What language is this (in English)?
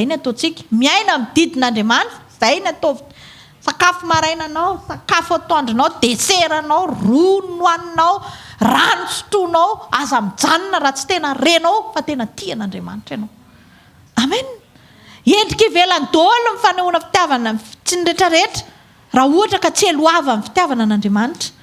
Malagasy